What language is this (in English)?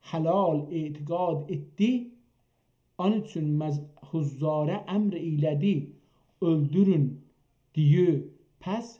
South Azerbaijani